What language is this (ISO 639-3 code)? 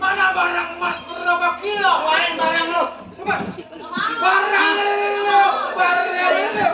bew